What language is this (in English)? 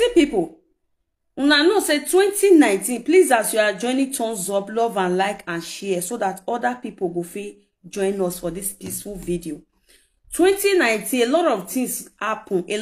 Nigerian Pidgin